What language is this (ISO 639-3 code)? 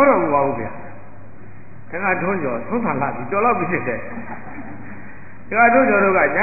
mya